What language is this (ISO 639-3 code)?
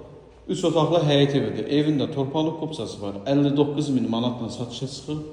aze